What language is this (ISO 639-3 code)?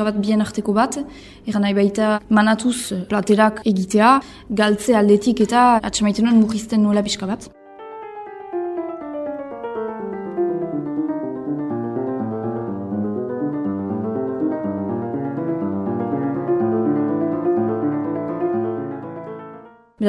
eus